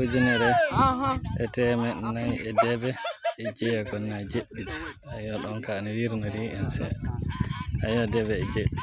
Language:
Fula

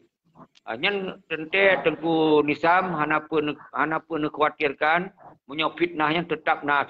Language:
Achinese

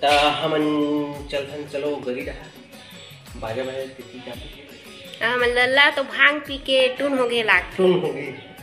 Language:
Chhattisgarhi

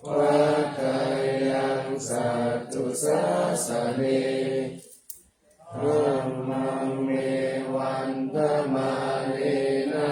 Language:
Pali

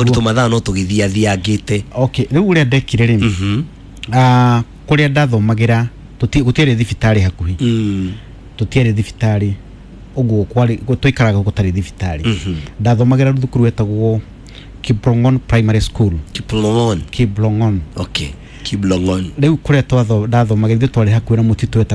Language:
Kikuyu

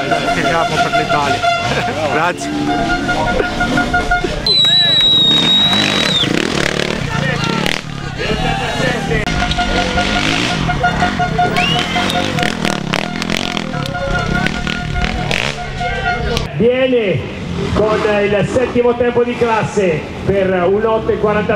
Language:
Italian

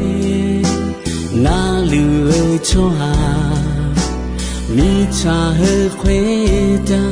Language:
Akha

